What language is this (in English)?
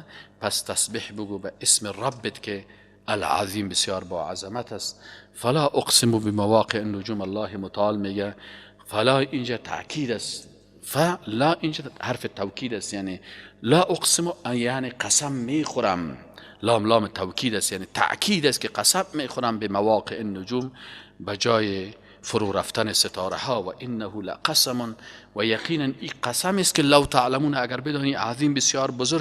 Persian